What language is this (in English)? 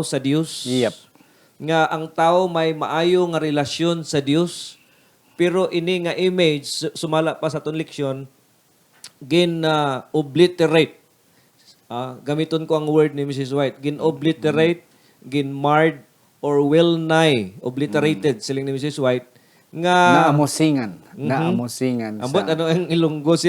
Hiligaynon